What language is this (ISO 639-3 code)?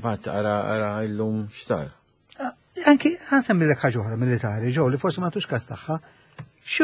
mlt